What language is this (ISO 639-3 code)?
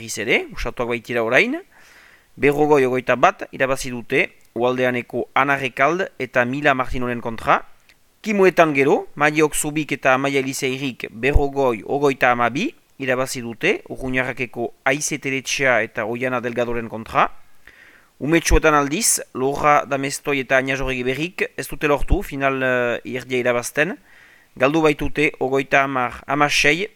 eus